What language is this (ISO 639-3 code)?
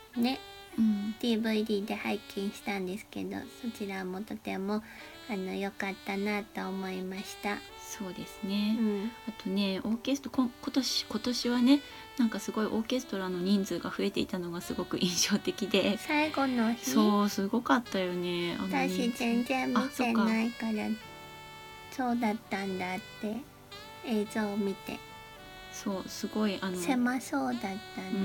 jpn